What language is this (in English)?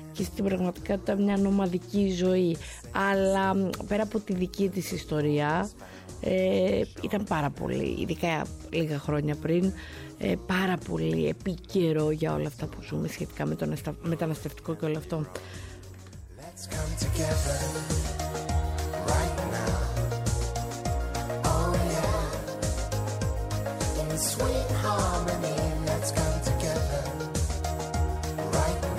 Greek